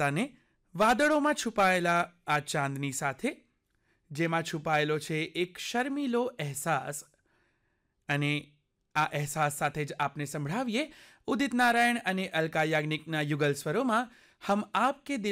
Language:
Gujarati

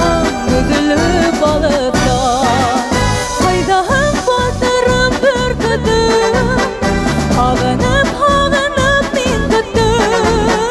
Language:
Bashkir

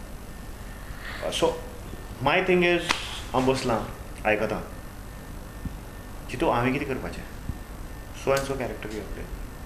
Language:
Konkani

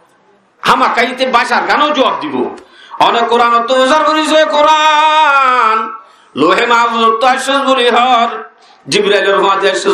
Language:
Rohingya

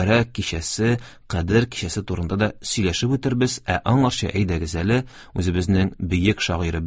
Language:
Tatar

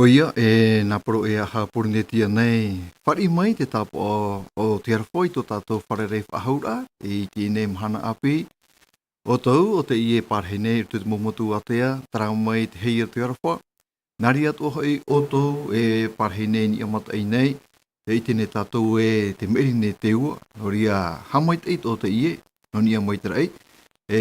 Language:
Tahitian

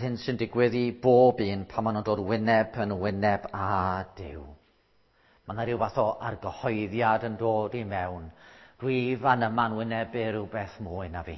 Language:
Welsh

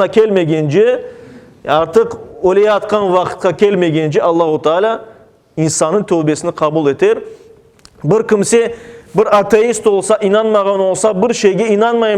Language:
Crimean Tatar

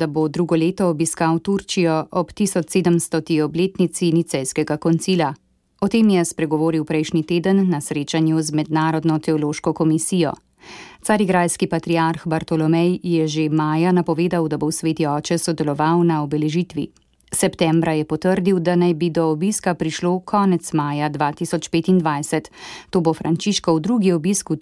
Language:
Slovenian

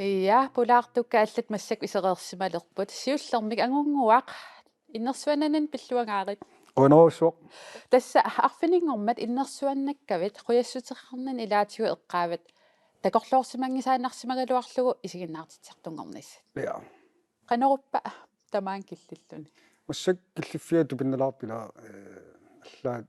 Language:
Kalaallisut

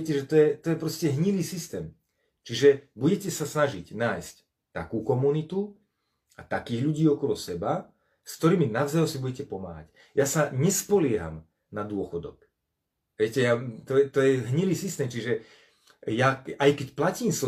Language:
Slovak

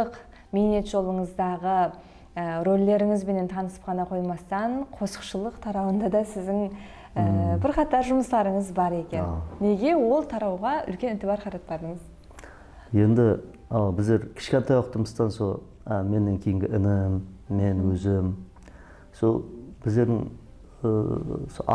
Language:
Kara-Kalpak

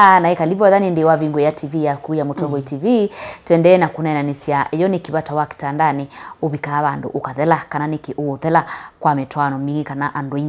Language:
Kamba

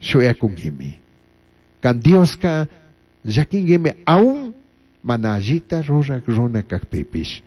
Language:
Chimborazo Highland Quichua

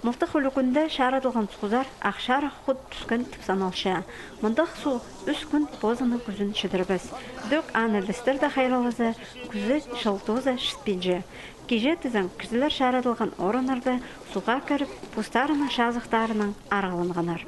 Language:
Khakas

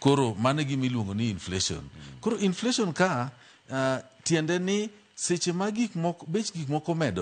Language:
Luo (Kenya and Tanzania)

